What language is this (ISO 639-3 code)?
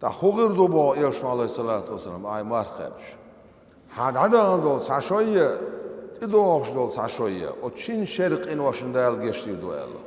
che